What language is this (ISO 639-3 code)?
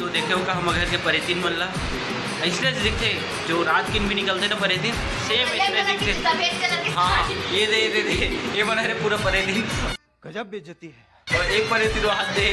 hne